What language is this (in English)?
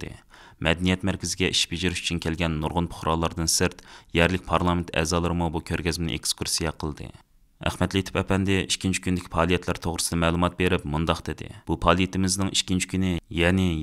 Uyghur